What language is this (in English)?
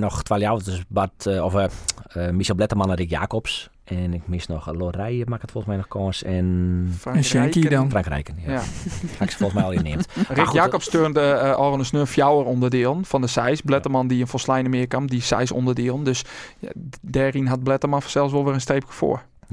Western Frisian